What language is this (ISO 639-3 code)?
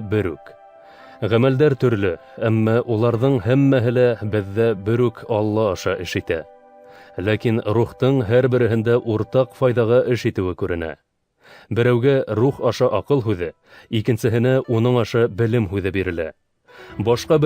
bak